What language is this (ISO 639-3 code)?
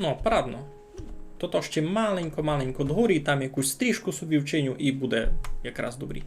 rue